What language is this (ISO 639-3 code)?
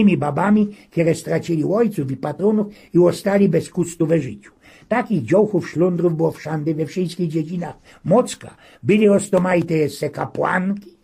szl